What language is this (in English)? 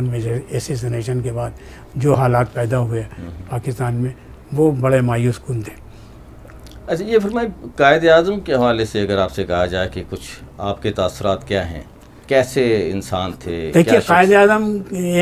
Urdu